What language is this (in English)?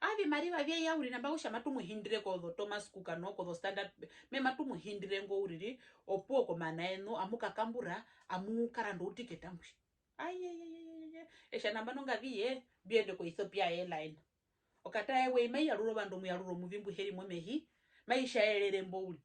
Herero